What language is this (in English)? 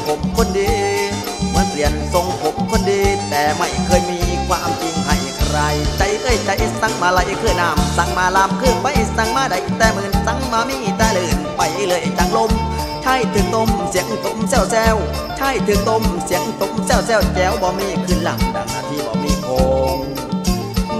Thai